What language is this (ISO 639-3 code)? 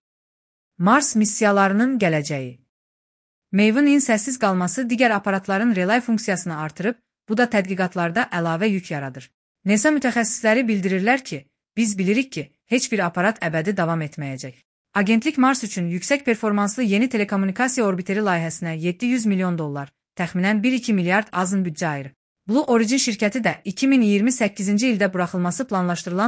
aze